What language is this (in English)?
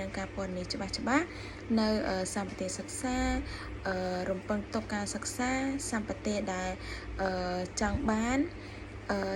Khmer